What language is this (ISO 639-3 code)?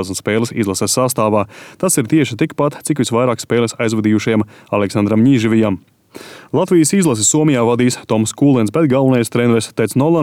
lav